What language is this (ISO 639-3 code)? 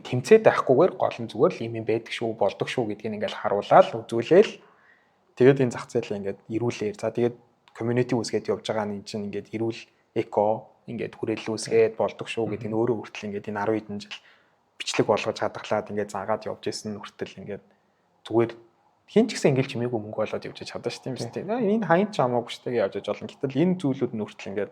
mon